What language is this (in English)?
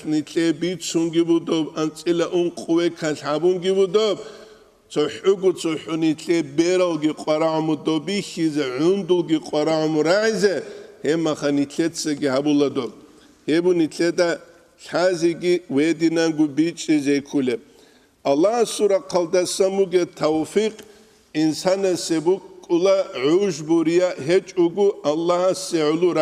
Avaric